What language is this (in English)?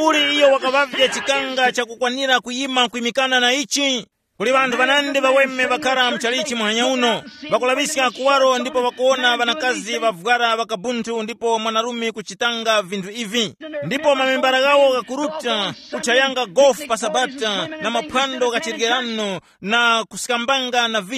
Tumbuka